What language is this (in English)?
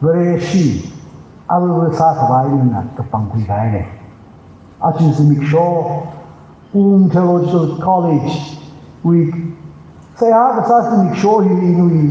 Tangkhul Naga (India)